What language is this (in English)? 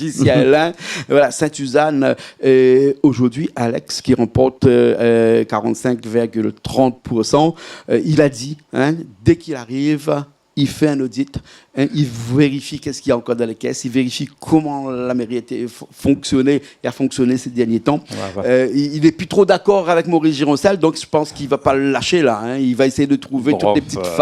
Réunion Creole French